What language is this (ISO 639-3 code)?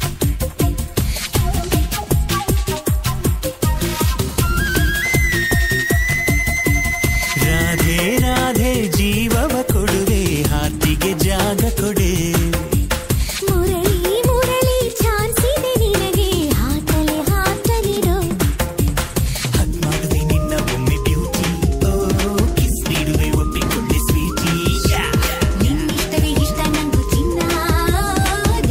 kan